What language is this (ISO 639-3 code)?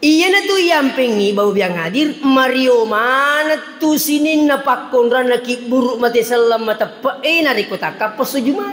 bug